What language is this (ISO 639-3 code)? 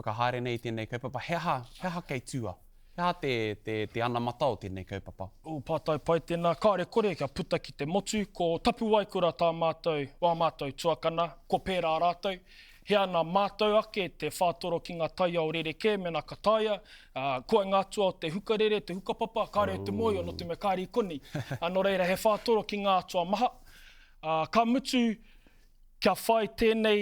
mri